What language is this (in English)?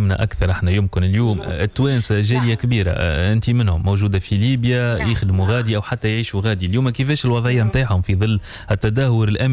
Tunisian Arabic